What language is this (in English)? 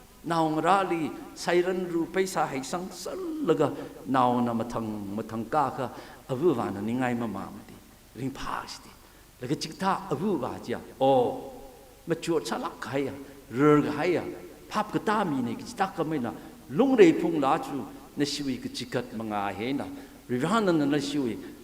Tangkhul Naga (India)